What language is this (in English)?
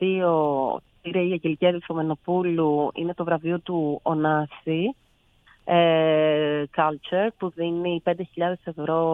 Greek